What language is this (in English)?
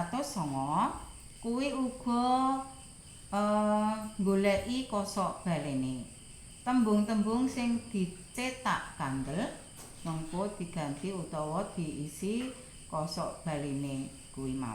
Javanese